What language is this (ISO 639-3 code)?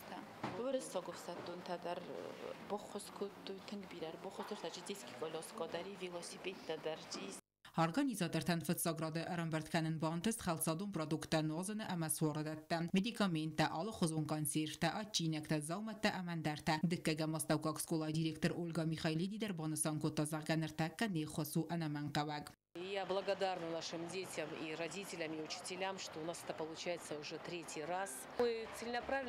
oss